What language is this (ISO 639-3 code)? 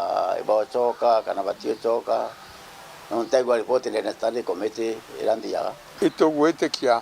mer